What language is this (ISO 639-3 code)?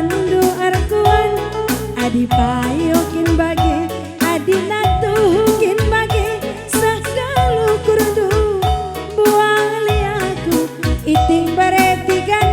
btx